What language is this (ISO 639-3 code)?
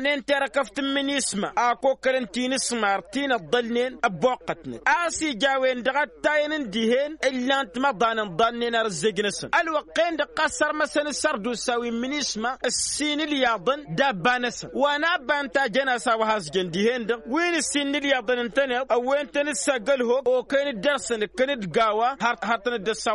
taq